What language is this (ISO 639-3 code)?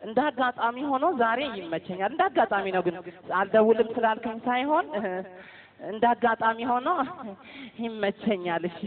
amh